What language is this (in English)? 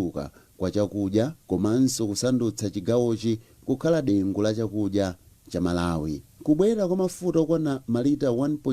Nyanja